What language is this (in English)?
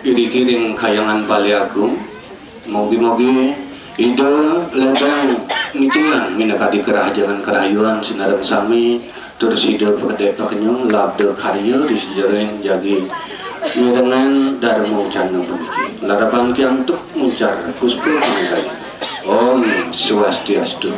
Balinese